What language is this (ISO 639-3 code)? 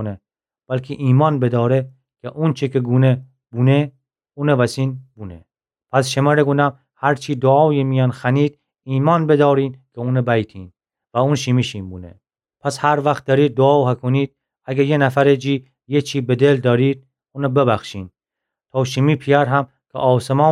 glk